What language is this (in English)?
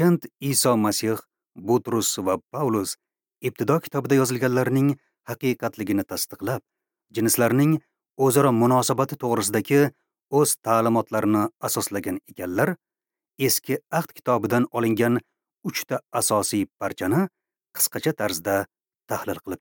Uzbek